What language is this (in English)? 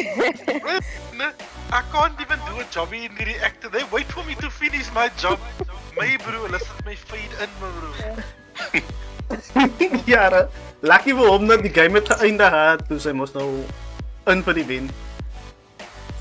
Afrikaans